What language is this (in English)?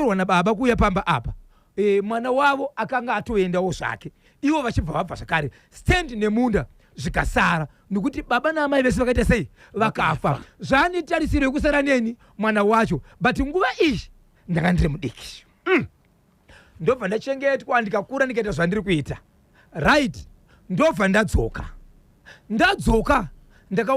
Shona